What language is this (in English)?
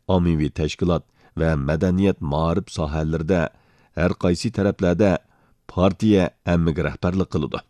Uyghur